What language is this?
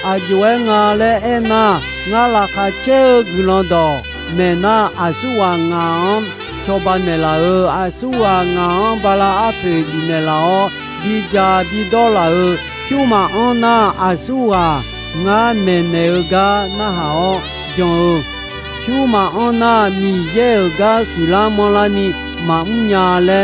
Akha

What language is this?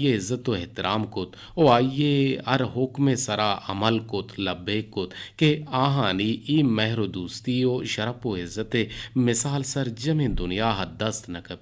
Eastern Balochi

